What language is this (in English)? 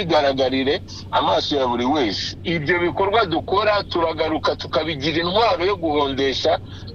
Kinyarwanda